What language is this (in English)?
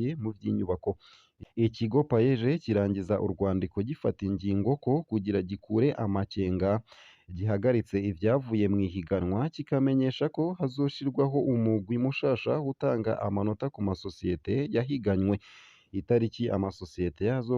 Rundi